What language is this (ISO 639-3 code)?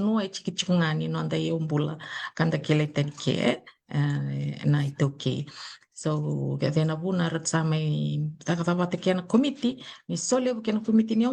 fij